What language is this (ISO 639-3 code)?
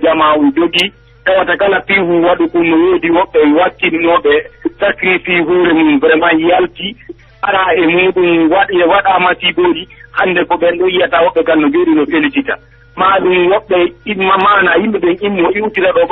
fuf